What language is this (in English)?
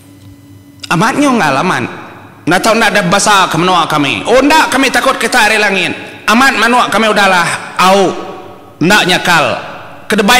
Iban